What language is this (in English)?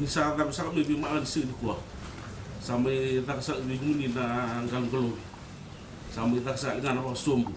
Fijian